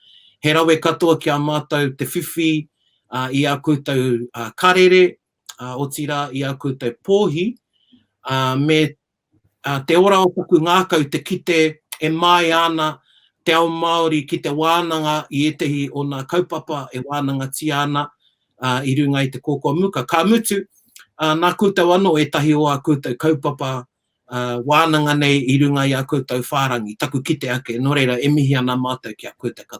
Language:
Māori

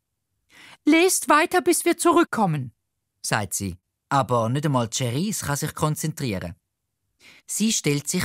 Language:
Swiss German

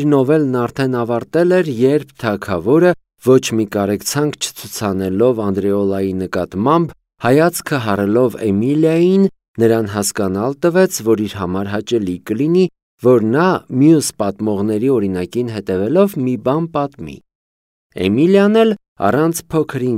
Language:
Armenian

